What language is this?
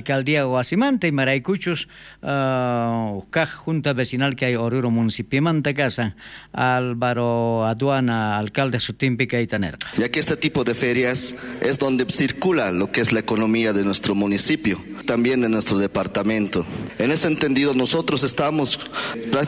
South Bolivian Quechua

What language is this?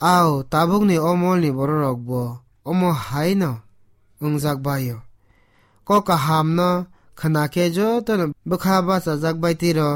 Kok Borok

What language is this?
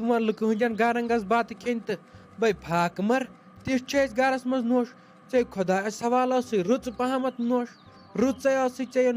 Kashmiri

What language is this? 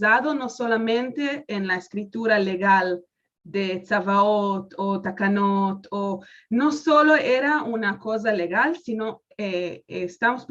Ladino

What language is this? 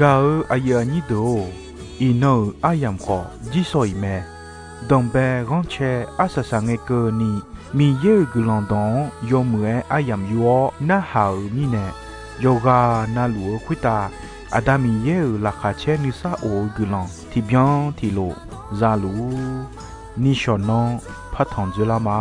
Akha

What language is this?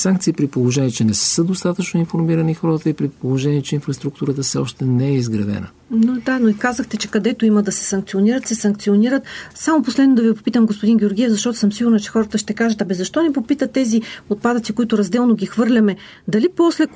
Bulgarian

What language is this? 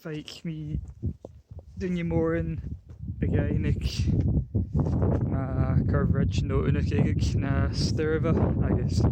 Scottish Gaelic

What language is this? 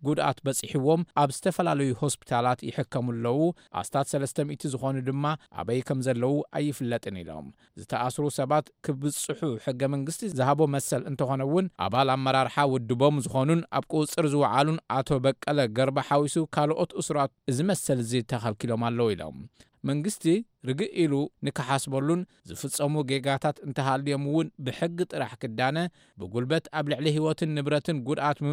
Tigrinya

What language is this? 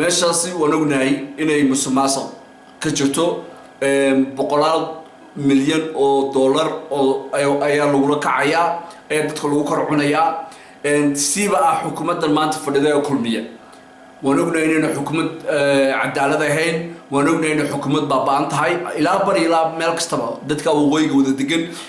Somali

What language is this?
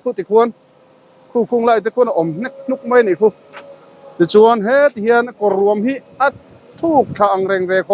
Mizo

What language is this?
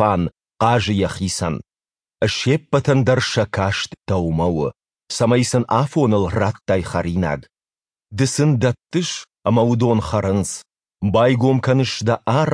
Ossetic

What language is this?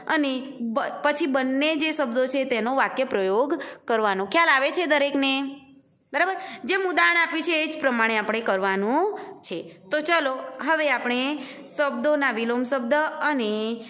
Gujarati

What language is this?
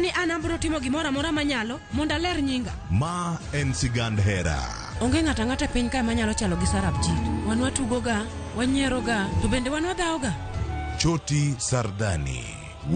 Luo (Kenya and Tanzania)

